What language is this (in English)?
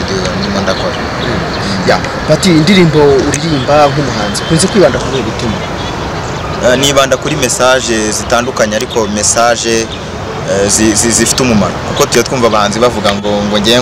Kinyarwanda